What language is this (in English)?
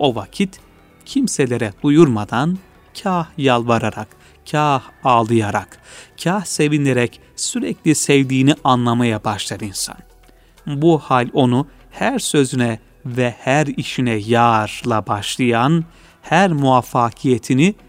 Turkish